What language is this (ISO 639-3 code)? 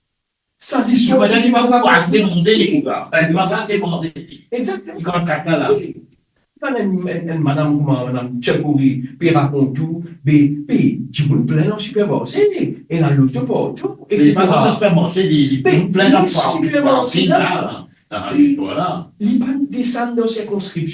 mfe